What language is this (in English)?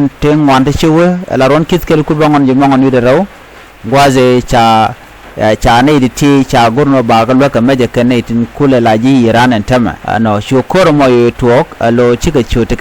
Nuer